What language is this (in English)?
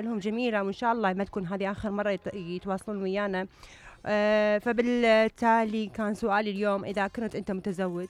Mesopotamian Arabic